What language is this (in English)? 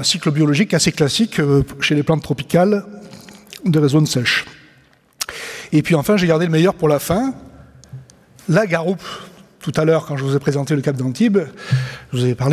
French